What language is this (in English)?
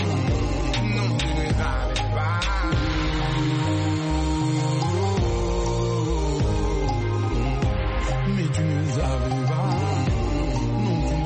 French